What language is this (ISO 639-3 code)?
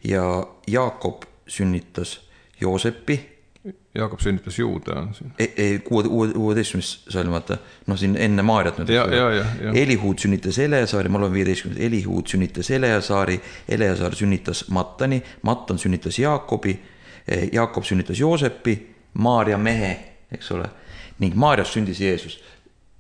est